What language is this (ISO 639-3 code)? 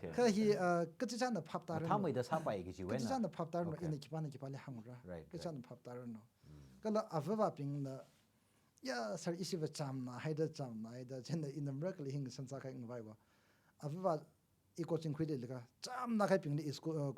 nmf